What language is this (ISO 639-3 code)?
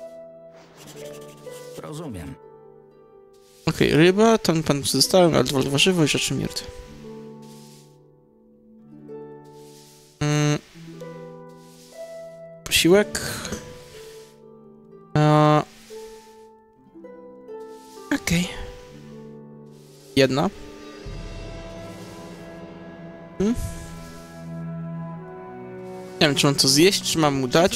pol